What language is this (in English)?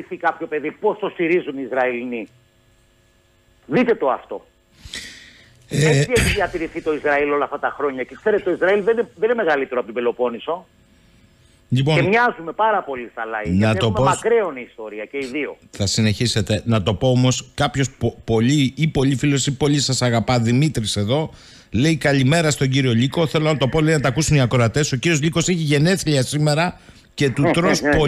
Greek